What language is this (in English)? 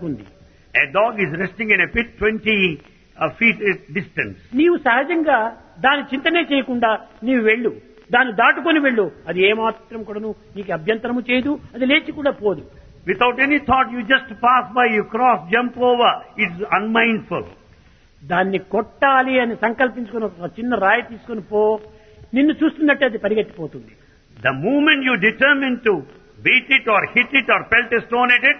Telugu